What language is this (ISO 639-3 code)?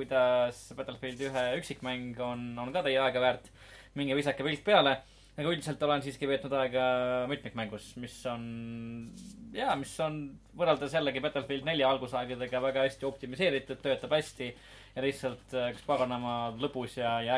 est